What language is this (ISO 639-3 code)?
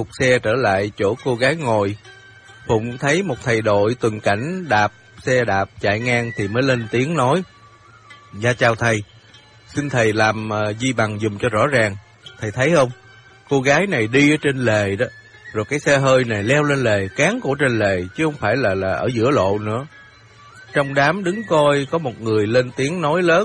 vie